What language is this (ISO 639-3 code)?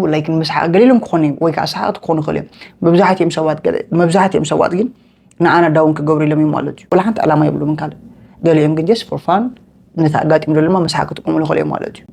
tir